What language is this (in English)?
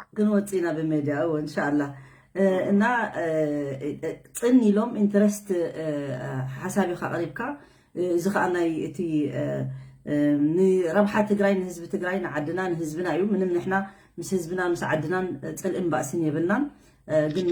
Tigrinya